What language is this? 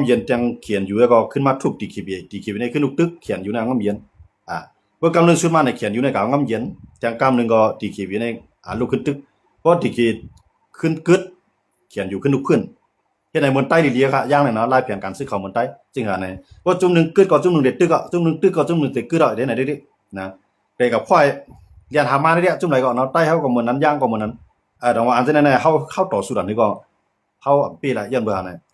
Shan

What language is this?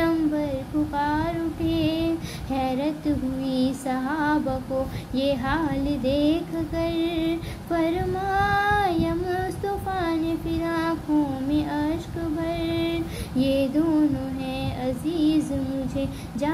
Urdu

